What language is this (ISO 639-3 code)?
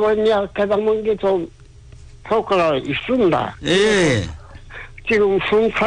kor